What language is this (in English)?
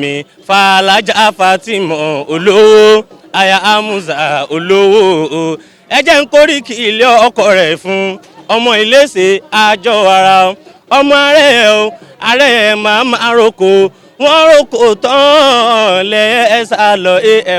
Yoruba